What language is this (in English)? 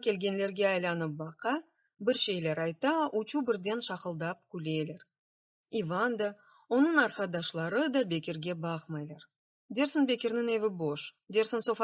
Crimean Tatar